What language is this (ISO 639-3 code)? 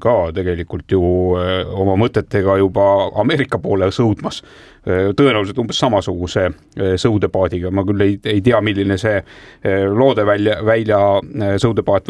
est